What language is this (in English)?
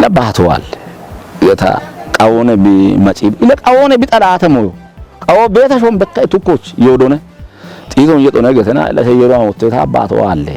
Kafa